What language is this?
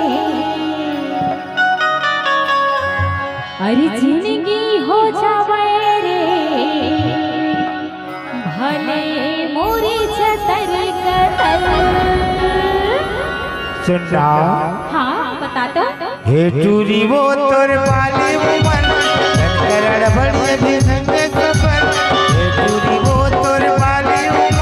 Chhattisgarhi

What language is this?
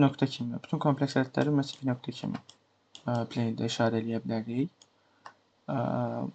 Azerbaijani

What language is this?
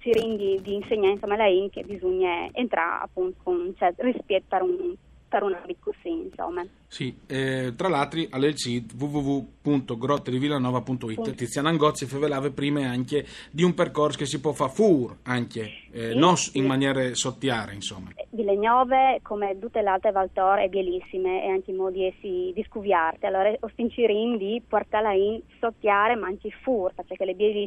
Friulian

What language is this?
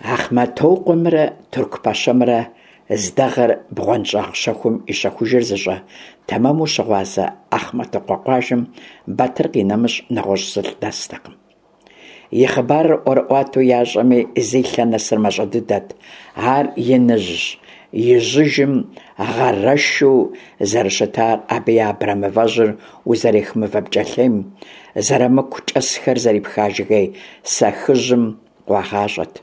Kabardian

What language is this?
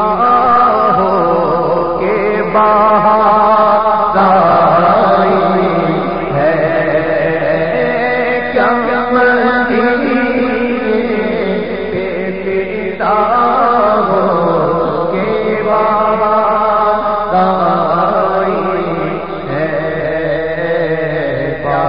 Urdu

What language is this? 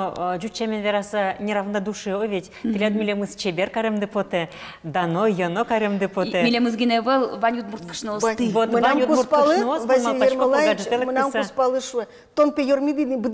Udmurt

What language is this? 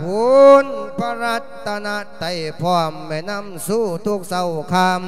Lao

